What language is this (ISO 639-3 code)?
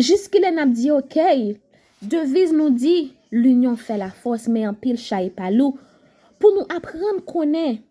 hat